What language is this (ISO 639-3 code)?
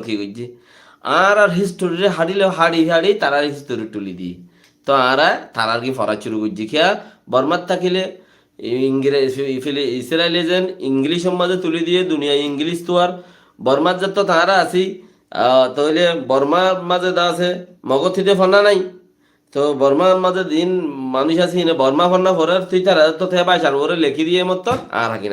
rhg